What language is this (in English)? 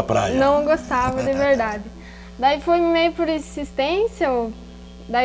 Portuguese